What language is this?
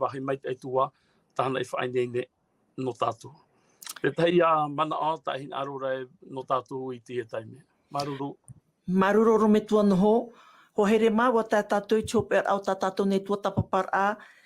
Tahitian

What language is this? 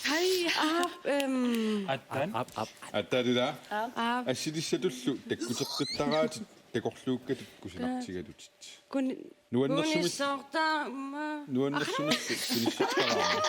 Kalaallisut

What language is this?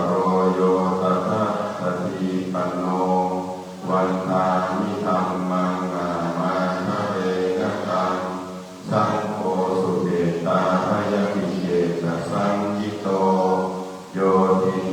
Pali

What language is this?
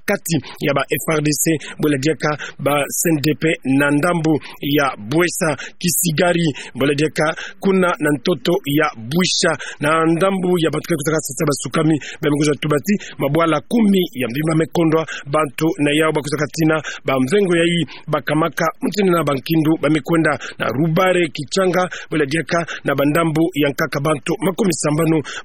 Kituba (Democratic Republic of Congo)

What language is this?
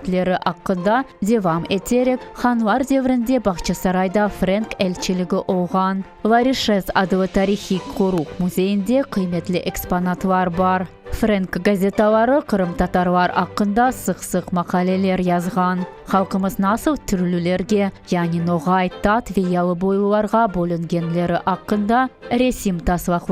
Crimean Tatar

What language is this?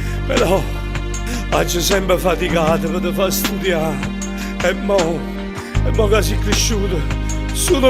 Neapolitan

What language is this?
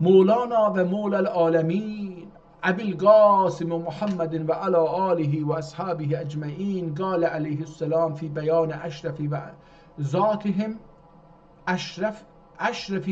South Azerbaijani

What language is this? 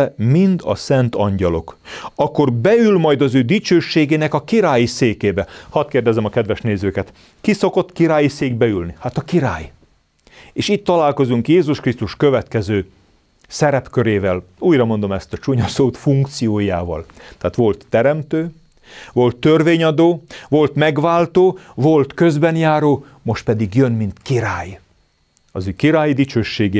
Hungarian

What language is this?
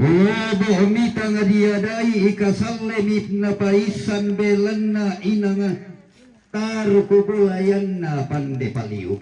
Toraja-Sa'dan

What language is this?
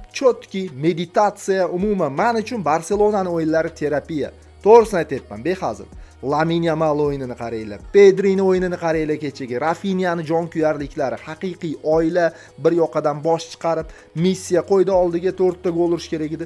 Uzbek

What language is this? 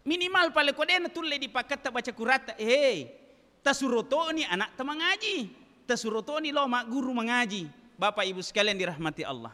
Buginese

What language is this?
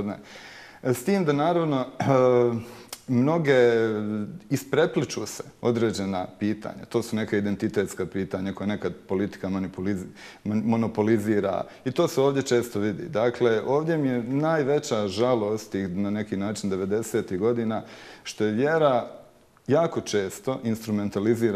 Bosnian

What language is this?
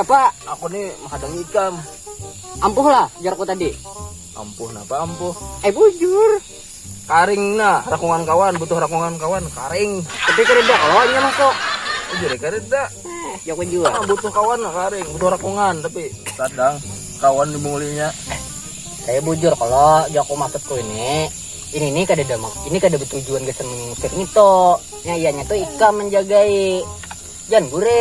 Banjar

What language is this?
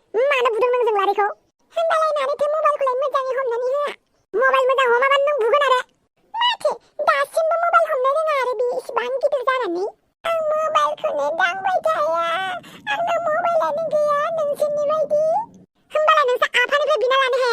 Bodo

